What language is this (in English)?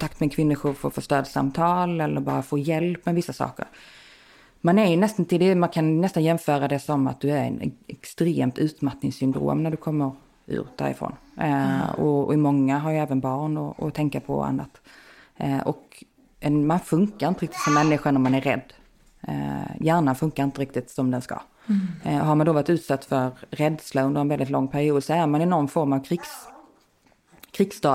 Swedish